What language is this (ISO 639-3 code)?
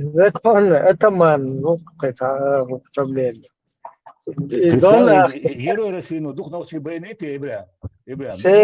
che